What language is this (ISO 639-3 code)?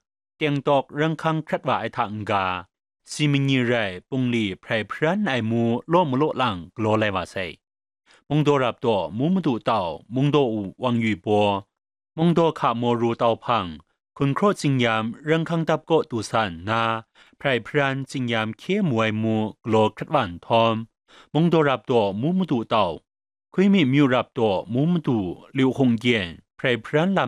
kac